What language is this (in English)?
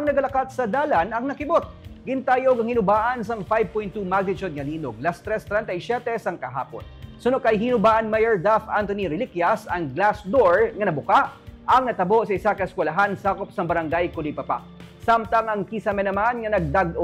Hiligaynon